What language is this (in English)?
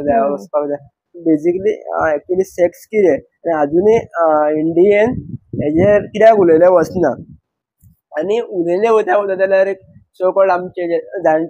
Konkani